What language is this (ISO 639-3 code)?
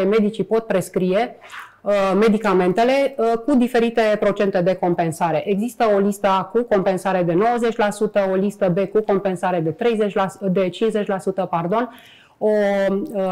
ron